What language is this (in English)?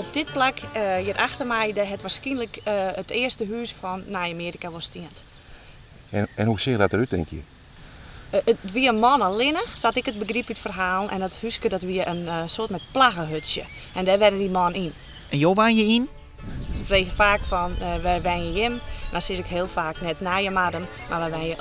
Western Frisian